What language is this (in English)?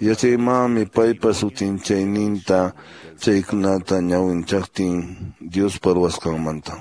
Quechua